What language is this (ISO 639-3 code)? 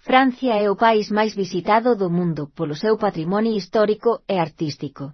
glg